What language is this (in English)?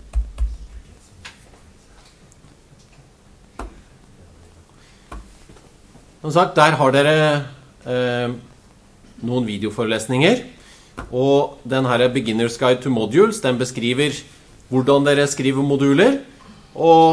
Norwegian